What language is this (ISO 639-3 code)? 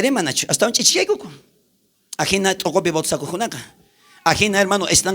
quh